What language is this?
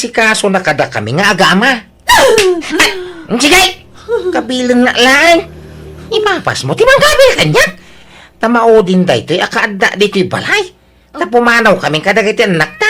Iloko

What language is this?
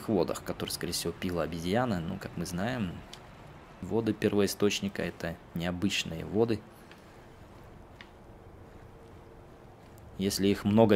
Russian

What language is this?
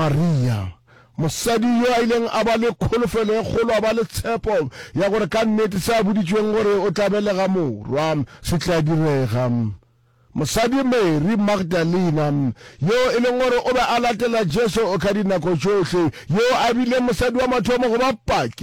Northern Sotho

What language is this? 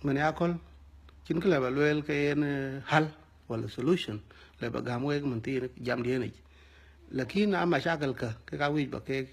Dinka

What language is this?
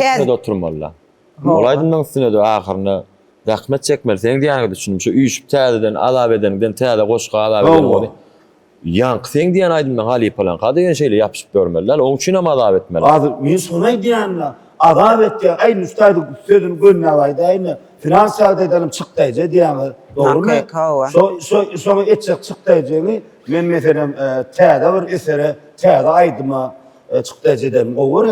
Turkmen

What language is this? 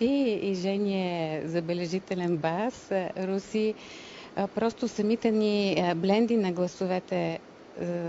Bulgarian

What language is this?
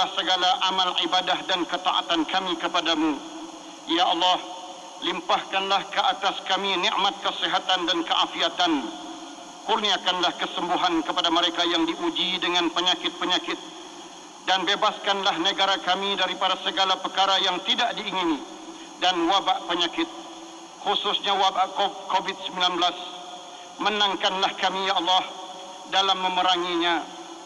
Malay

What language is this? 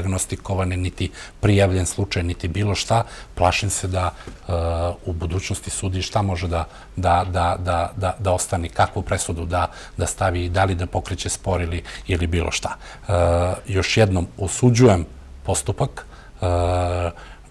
Serbian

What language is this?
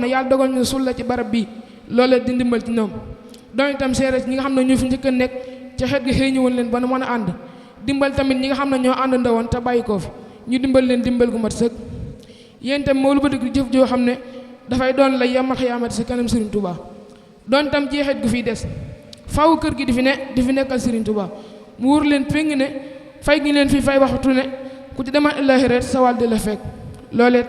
Wolof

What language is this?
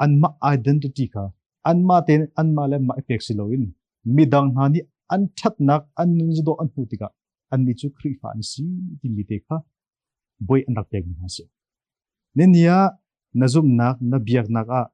Hakha Chin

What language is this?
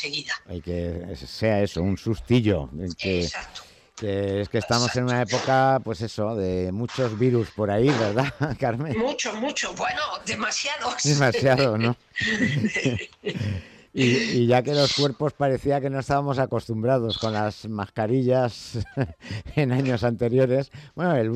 Spanish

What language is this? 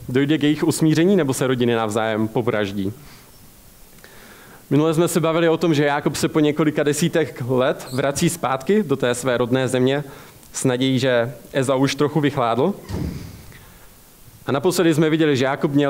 Czech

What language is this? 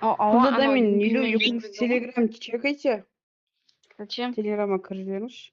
Kara-Kalpak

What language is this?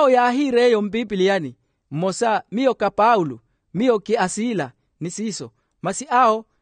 Makhuwa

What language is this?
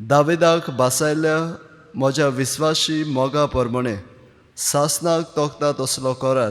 Konkani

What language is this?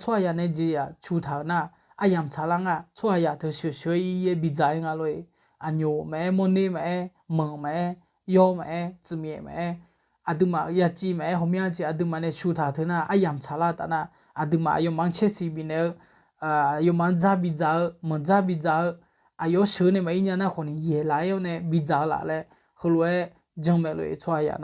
Akha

